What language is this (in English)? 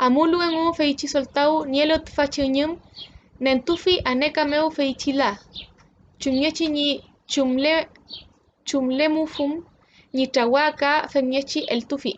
Mapuche